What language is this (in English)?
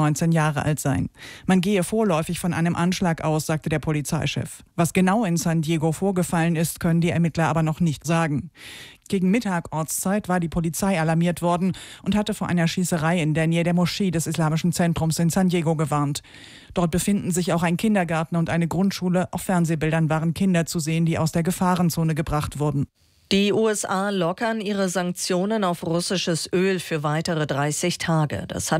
German